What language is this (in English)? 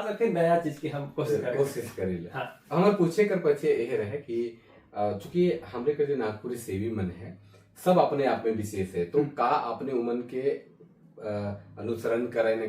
Sadri